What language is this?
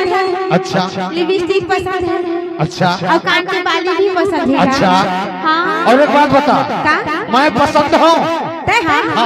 Chhattisgarhi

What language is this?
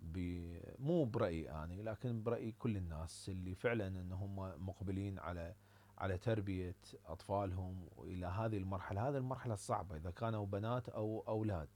Mesopotamian Arabic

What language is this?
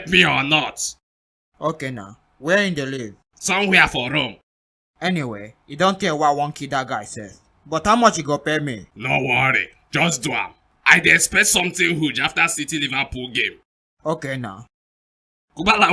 Nigerian Pidgin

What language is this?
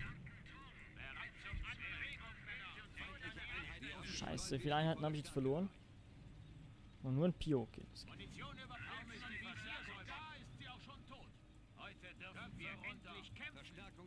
German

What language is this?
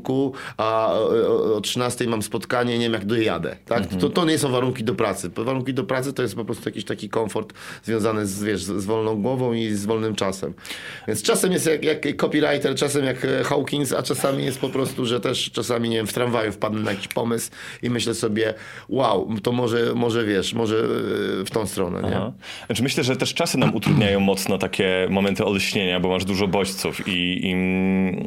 Polish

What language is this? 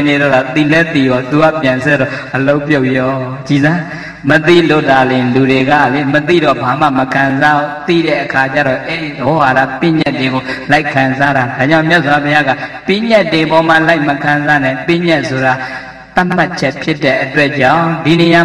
Burmese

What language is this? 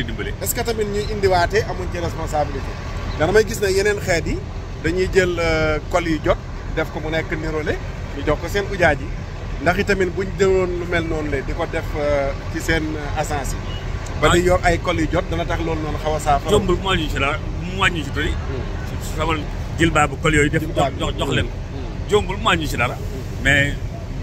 Wolof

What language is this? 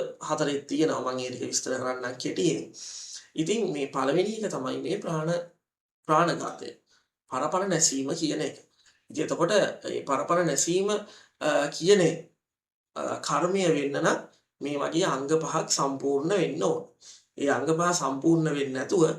Sinhala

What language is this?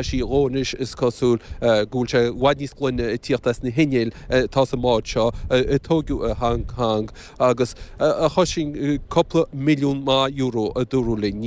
Irish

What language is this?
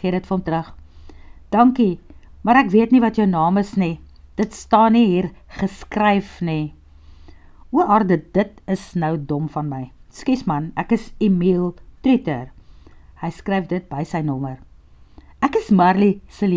Afrikaans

